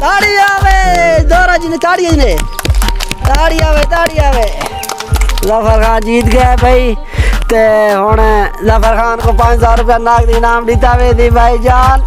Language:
Saraiki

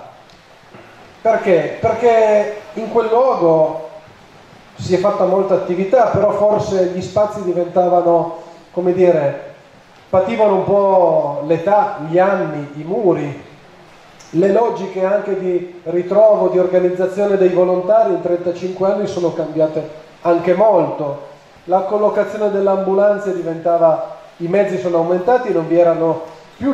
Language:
Italian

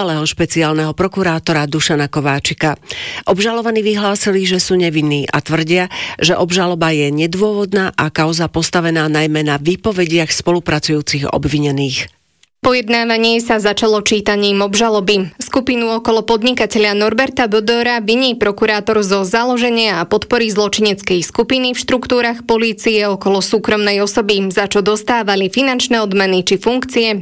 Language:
Slovak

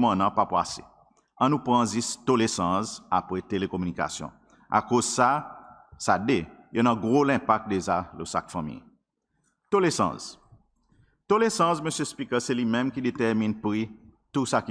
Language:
Seselwa Creole French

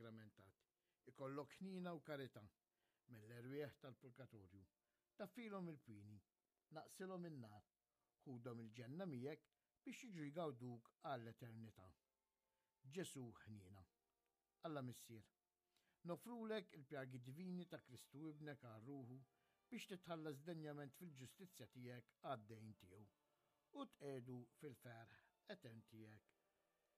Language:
Maltese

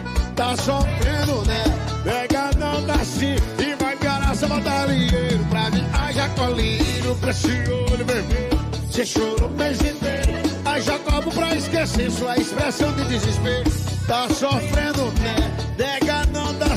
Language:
Portuguese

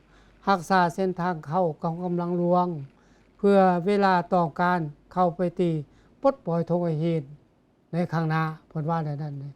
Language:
Lao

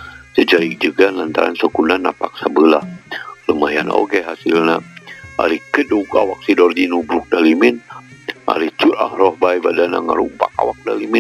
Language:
Sundanese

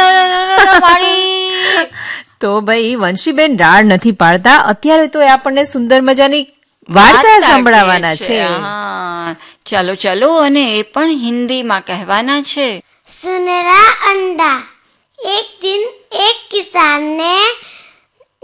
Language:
Gujarati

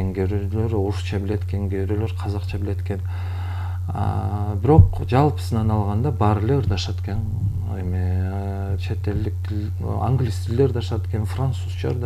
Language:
Kyrgyz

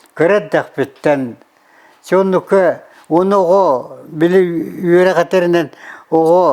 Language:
Yakut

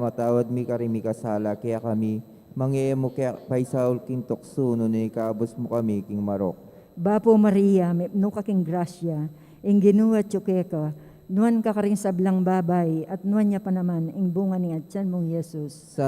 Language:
Pampanga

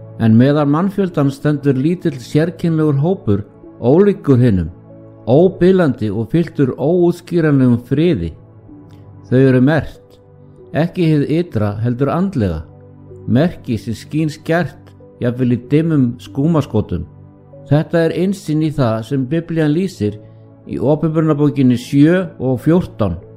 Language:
Icelandic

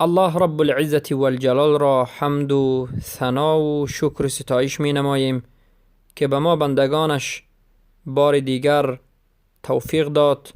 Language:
Persian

